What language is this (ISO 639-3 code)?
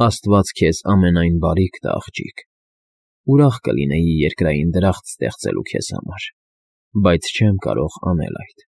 hye